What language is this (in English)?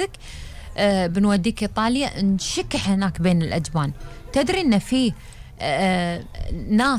Gulf Arabic